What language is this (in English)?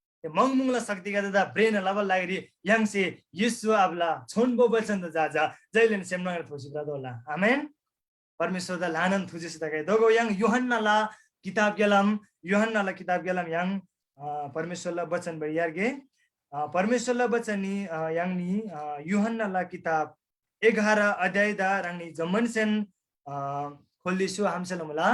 Eastern Tamang